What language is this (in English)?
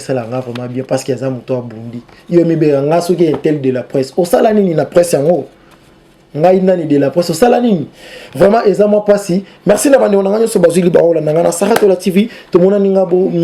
Lingala